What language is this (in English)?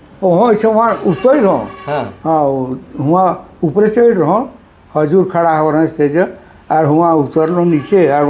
Sadri